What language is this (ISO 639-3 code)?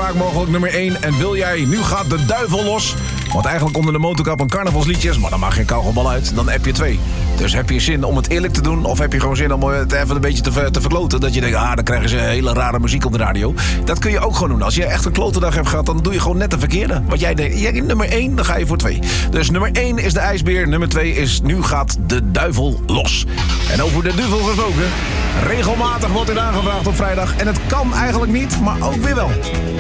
nld